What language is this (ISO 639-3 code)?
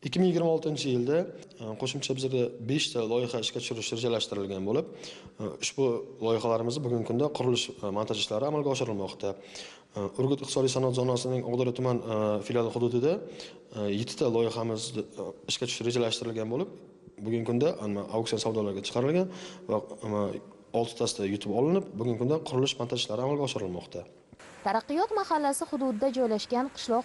uzb